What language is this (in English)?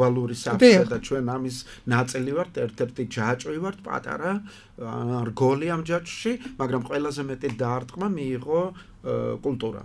Georgian